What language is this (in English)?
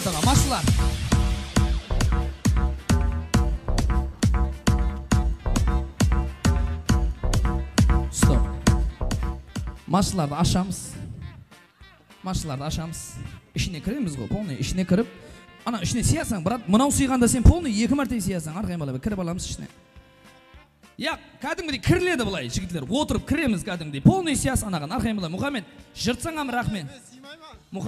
Kara-Kalpak